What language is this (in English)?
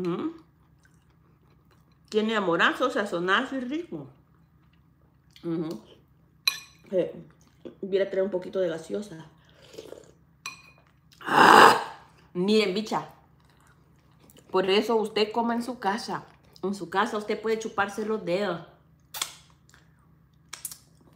Spanish